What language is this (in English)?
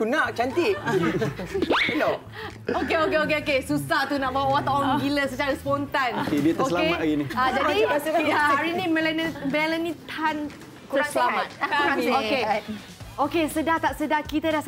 Malay